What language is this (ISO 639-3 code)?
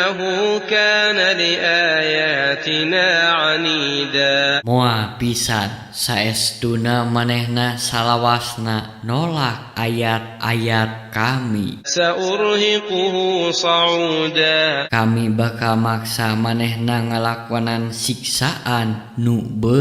sun